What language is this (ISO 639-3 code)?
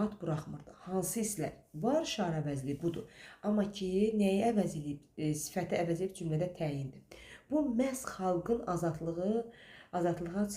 aze